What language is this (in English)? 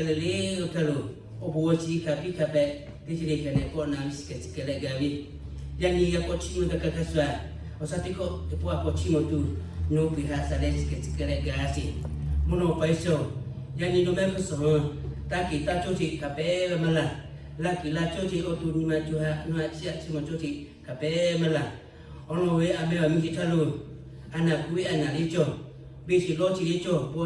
Lahu